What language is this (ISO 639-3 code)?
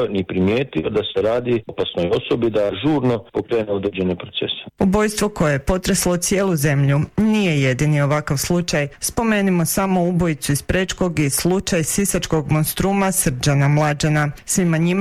hrv